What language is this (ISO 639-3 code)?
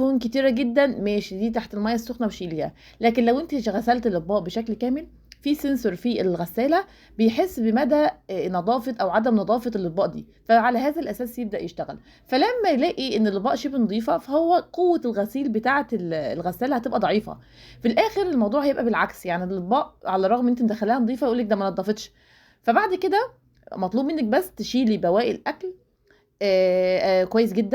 arz